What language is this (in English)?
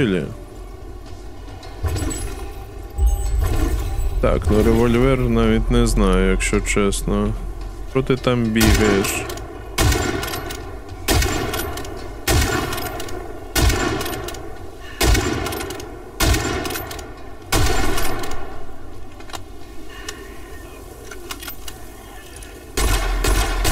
Ukrainian